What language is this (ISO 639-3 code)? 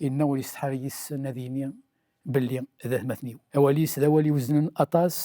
kab